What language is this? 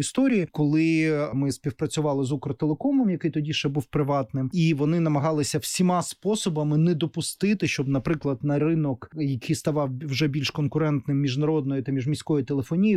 Ukrainian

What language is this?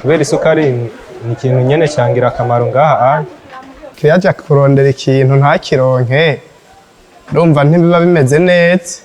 Rundi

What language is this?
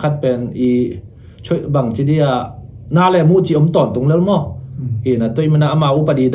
Tedim Chin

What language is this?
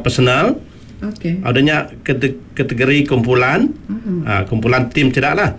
Iban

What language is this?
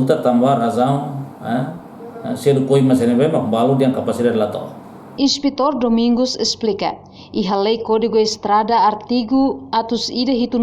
Tetum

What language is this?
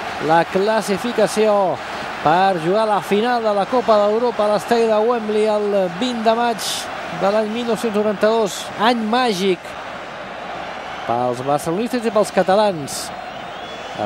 Catalan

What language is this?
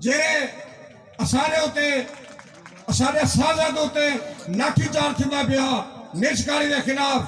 Saraiki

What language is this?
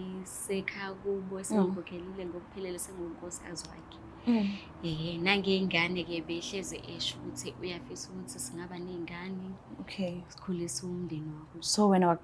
Zulu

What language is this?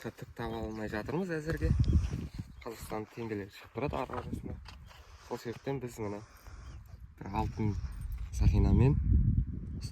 Kazakh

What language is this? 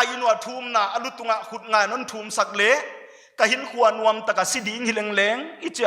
Paite Chin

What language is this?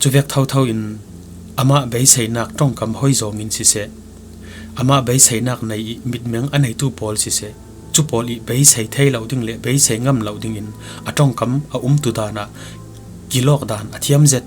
Falam Chin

